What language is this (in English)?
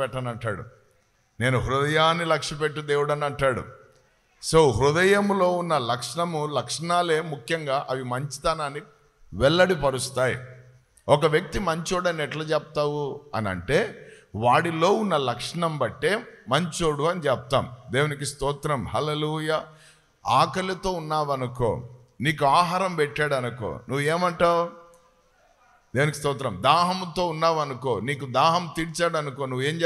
Telugu